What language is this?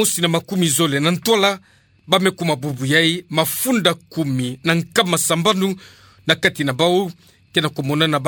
Kituba (Democratic Republic of Congo)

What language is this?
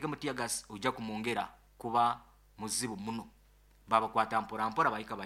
Nyoro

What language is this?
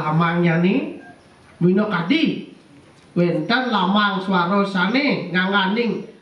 Balinese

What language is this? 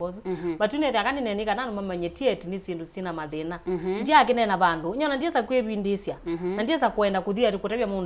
Kamba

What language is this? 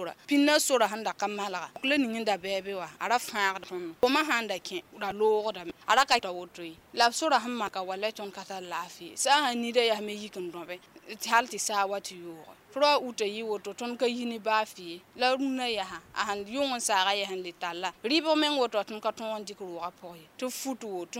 Mossi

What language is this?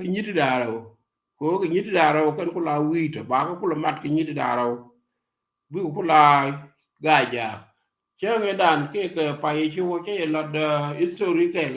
Nuer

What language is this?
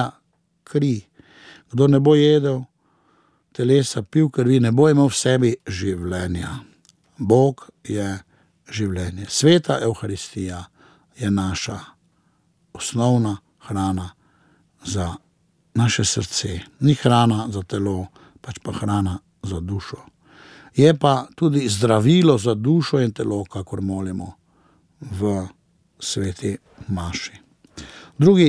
Slovenian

